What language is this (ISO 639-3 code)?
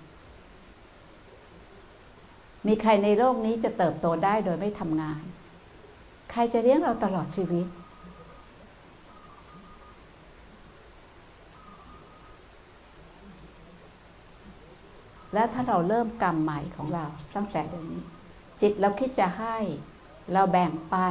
tha